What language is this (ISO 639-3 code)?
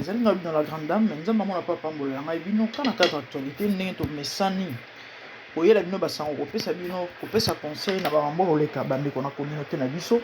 lin